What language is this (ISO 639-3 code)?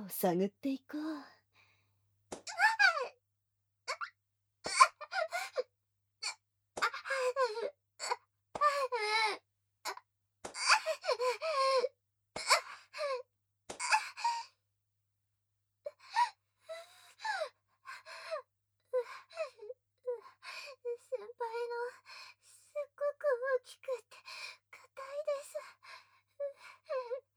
jpn